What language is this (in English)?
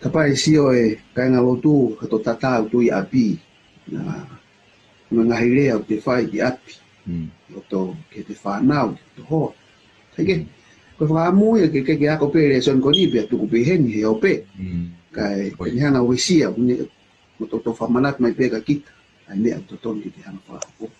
Tongan